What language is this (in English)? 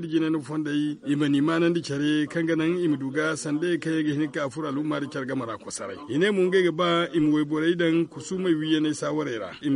Zarma